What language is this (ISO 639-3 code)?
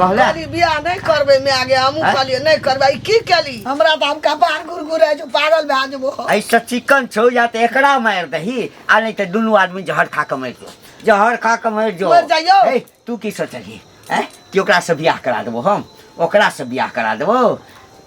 mai